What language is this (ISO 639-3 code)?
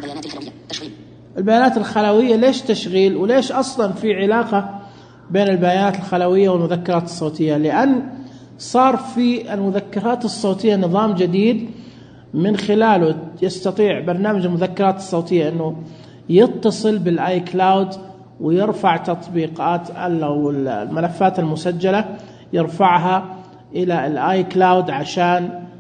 ars